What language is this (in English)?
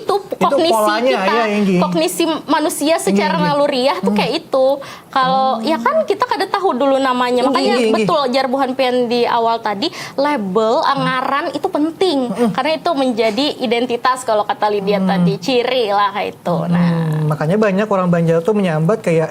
Banjar